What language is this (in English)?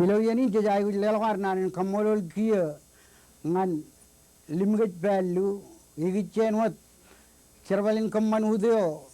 Marshallese